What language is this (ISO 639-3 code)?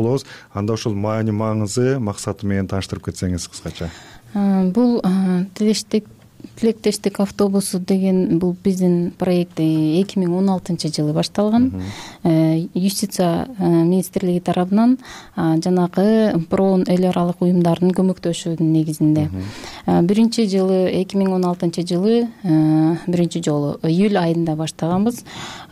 kir